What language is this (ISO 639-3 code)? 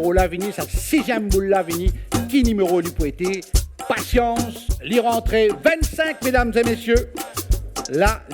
mfe